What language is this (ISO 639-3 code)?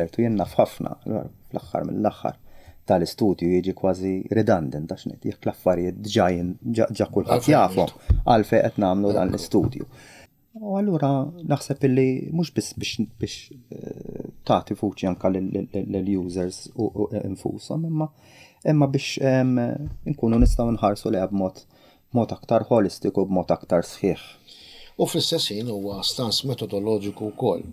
mlt